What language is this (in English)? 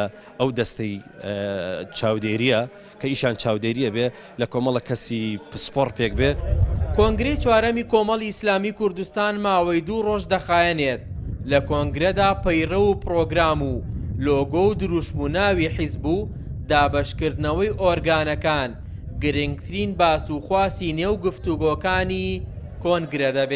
Central Kurdish